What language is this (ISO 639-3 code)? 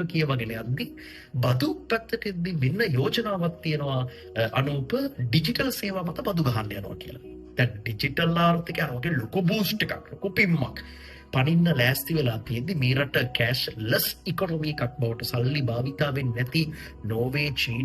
sin